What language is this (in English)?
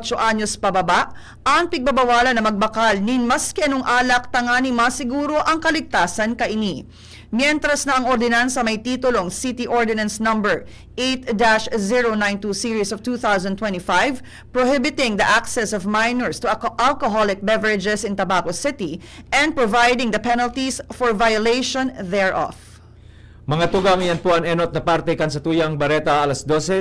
Bikol